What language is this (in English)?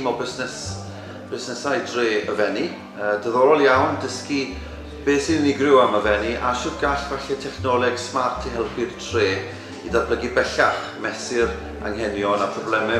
Welsh